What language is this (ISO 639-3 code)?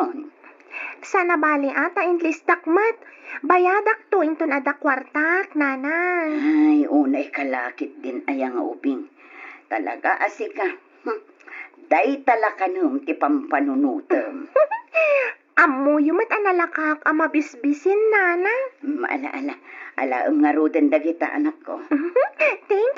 ilo